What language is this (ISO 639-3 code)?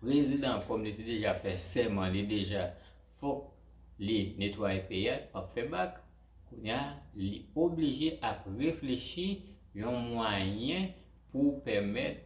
hat